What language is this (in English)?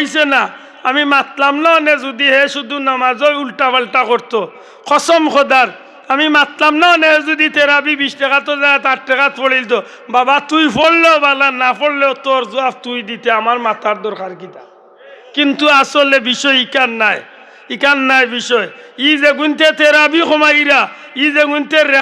Sylheti